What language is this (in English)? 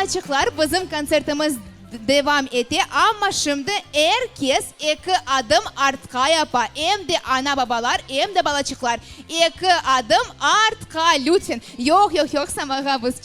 Crimean Tatar